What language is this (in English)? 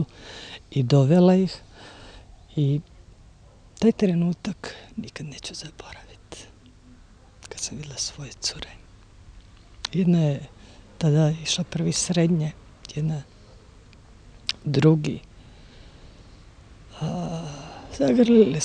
Croatian